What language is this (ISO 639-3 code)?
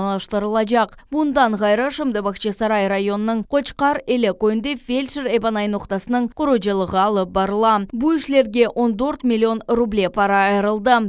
crh